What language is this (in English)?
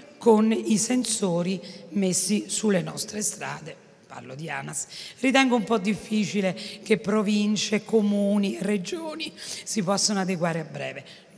Italian